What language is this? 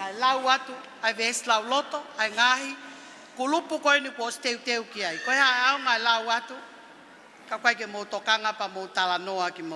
Tongan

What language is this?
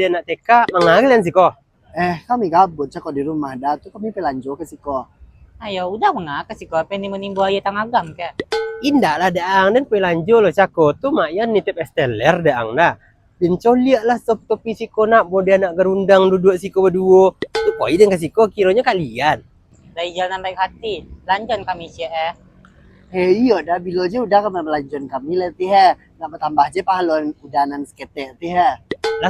Minangkabau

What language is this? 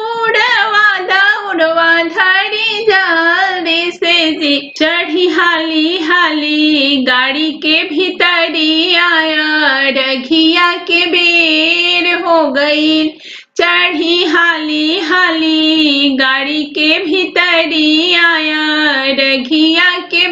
Bhojpuri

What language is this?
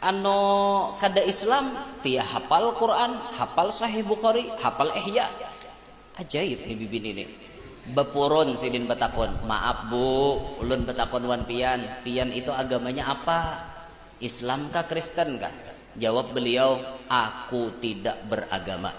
Banjar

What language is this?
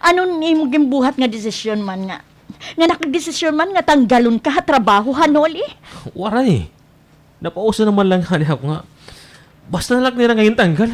Waray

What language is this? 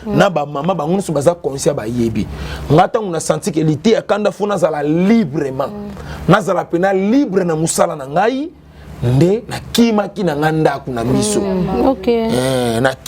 Lingala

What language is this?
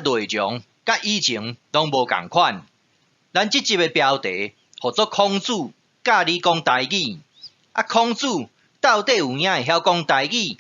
Min Nan Chinese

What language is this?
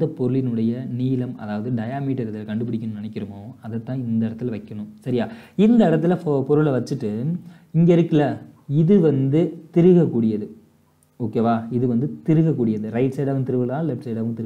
Tamil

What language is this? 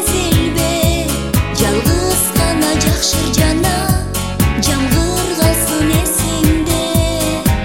Kyrgyz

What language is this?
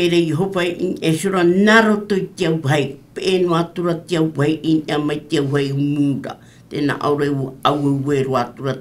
Tahitian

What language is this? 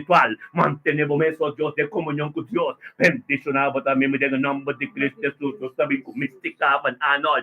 Papiamento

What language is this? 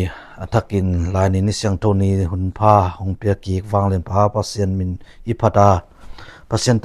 Tedim Chin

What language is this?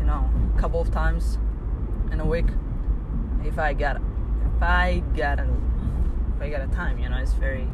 English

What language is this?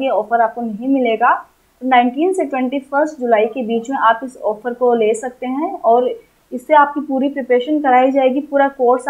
Hindi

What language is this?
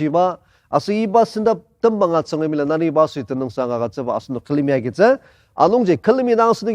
Ao Naga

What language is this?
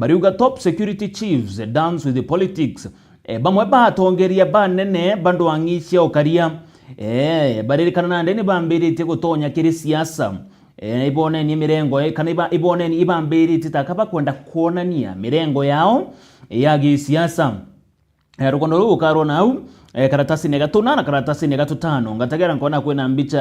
Meru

